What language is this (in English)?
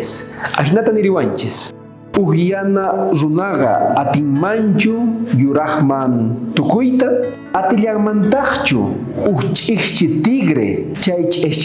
South Bolivian Quechua